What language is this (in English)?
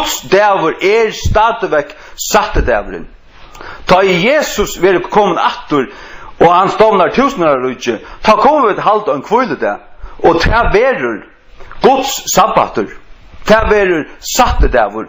Faroese